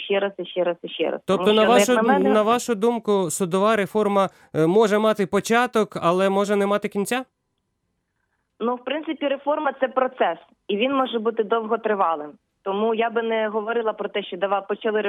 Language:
Ukrainian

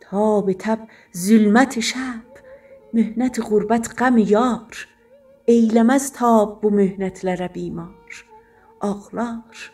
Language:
South Azerbaijani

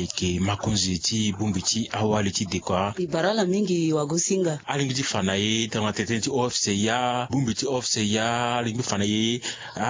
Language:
Sango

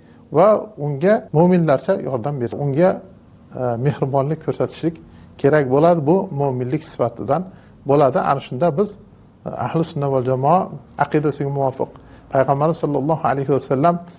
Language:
Uzbek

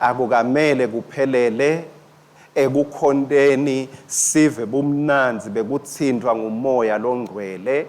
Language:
Swati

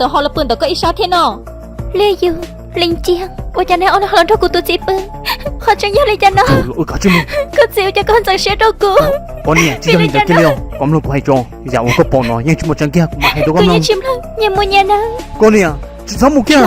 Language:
Hmong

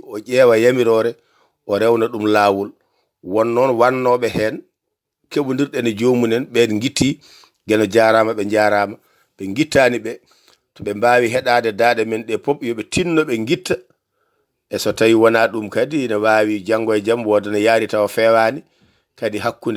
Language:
Fula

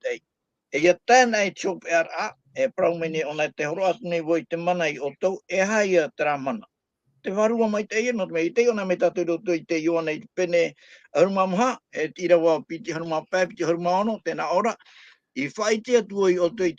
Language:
Tahitian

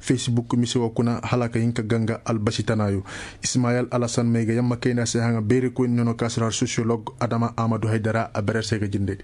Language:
Koyraboro Senni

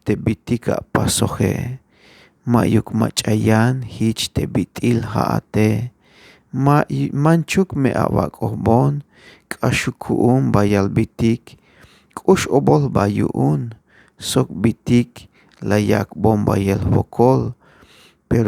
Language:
Tzeltal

